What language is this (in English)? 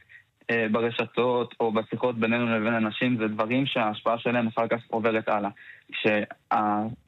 Hebrew